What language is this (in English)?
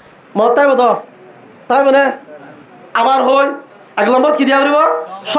Rohingya